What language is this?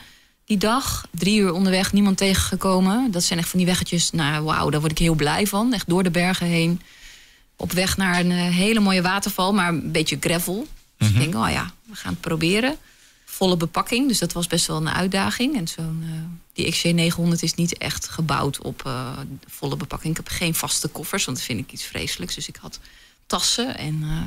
Dutch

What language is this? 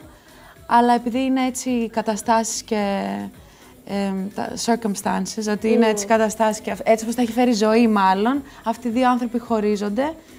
Greek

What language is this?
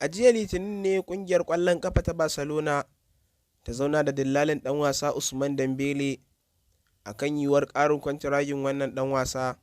Hausa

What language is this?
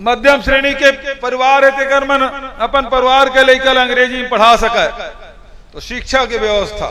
Chhattisgarhi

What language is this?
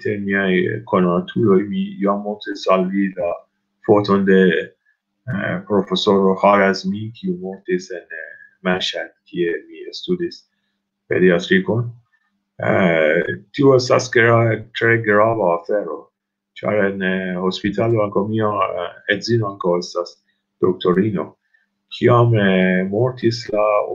Esperanto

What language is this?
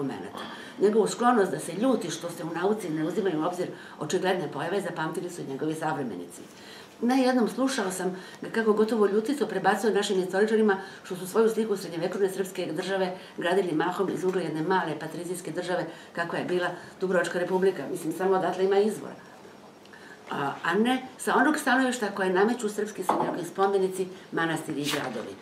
Serbian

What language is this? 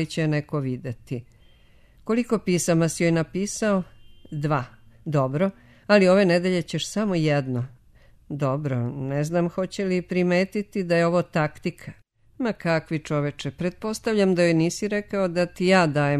Serbian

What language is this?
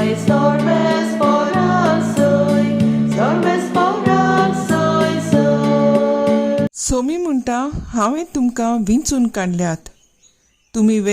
Konkani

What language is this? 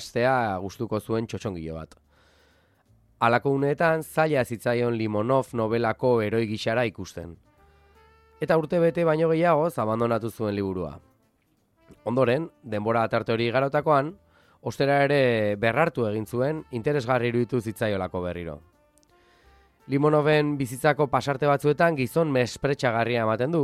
Basque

